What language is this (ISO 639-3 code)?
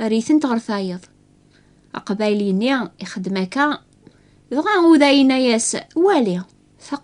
kab